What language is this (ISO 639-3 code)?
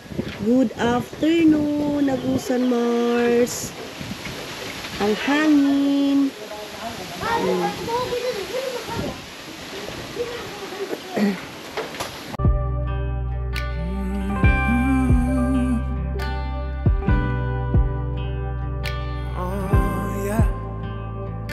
fil